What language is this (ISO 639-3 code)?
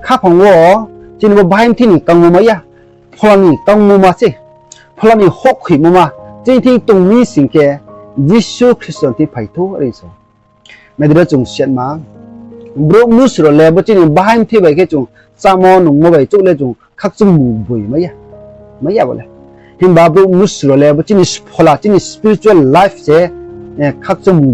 ria